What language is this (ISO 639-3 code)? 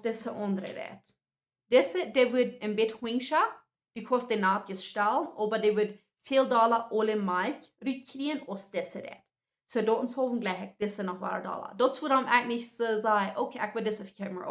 pdt